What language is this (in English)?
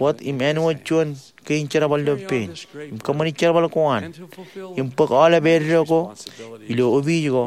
Marshallese